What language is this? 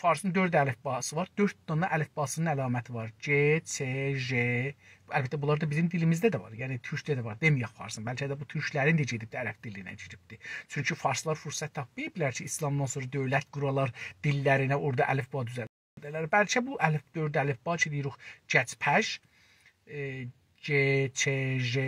South Azerbaijani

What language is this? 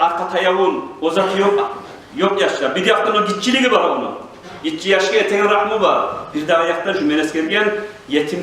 Kumyk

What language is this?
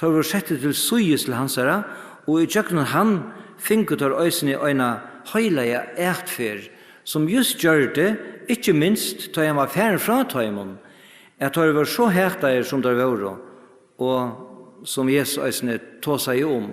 Faroese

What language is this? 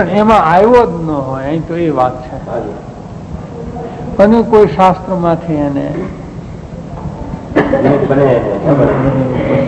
Gujarati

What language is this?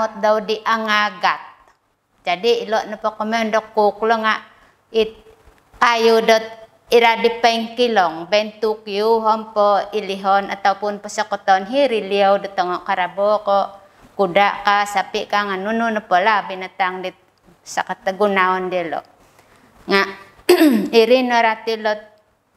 Central Dusun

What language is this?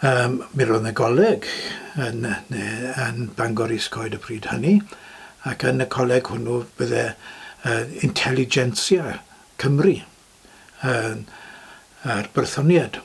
Welsh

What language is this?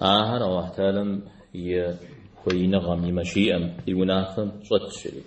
Kabardian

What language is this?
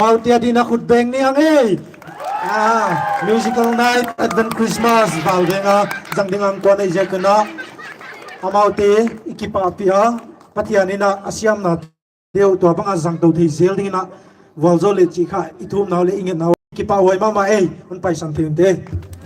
Paite Chin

